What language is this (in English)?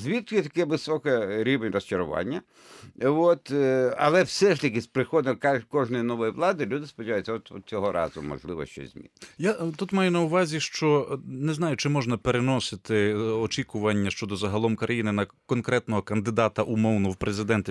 Ukrainian